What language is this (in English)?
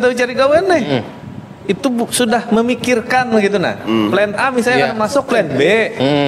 Banjar